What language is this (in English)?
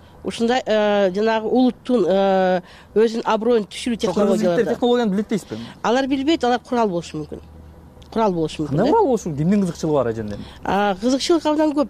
Kyrgyz